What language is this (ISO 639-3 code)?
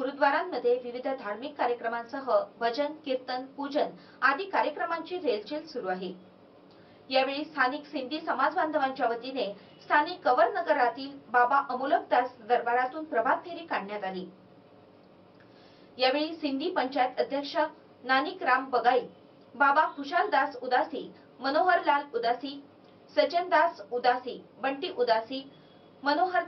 mar